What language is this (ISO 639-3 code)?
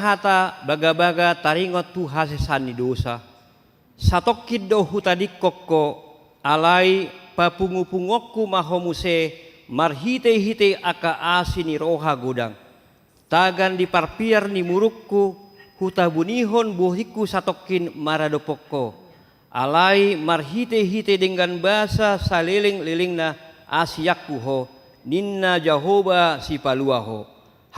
bbc